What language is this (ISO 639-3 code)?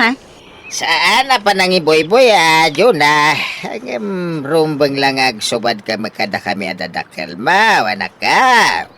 ilo